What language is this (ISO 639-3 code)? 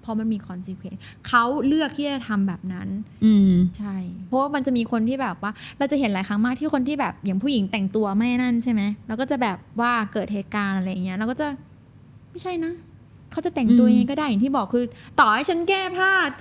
tha